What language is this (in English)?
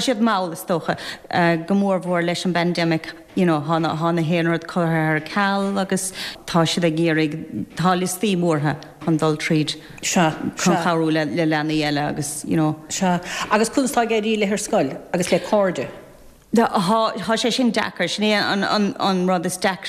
Irish